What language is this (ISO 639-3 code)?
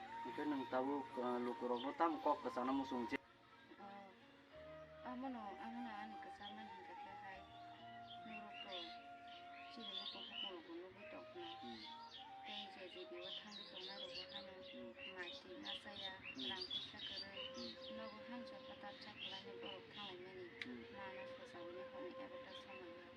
trp